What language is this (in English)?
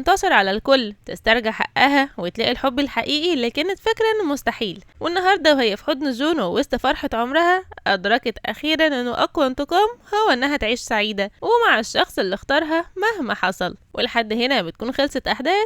Egyptian Arabic